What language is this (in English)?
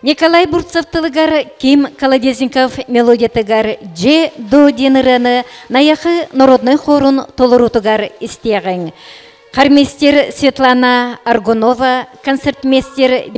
Yakut